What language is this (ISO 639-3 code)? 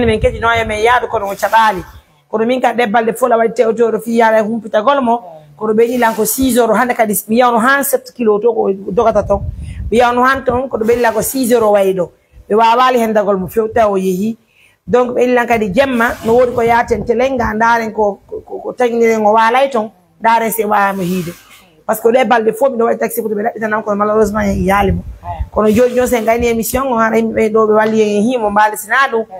fuf